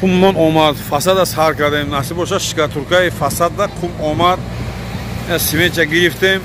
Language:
Tajik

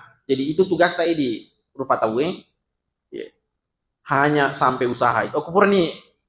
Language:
Buginese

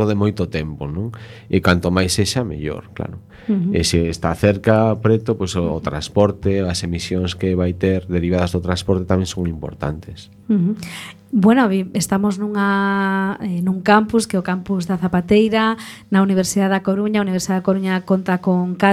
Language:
Galician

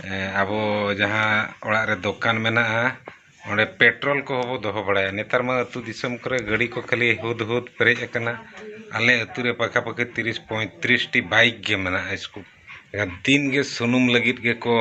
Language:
Santali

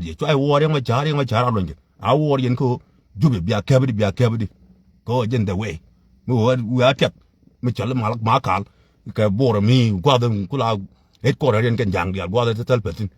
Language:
Nuer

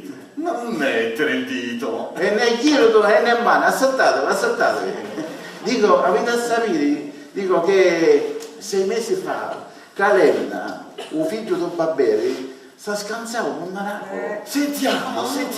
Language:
Sicilian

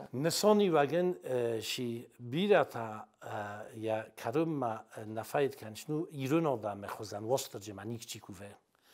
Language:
Ossetic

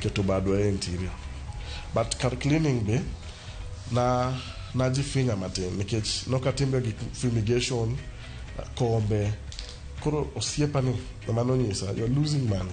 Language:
Luo (Kenya and Tanzania)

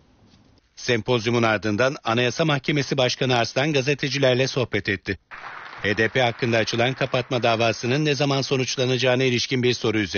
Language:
Turkish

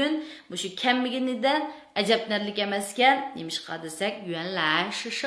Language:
Uyghur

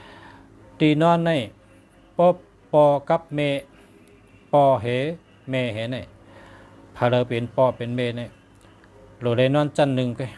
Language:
Shan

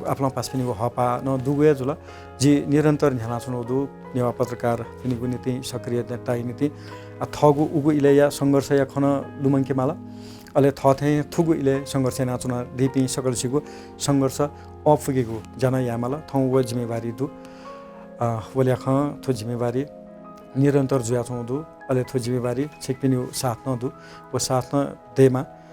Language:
Newari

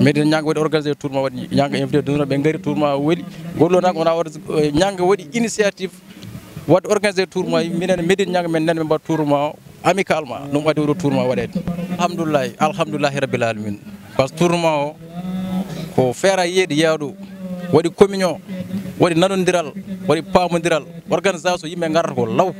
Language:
Fula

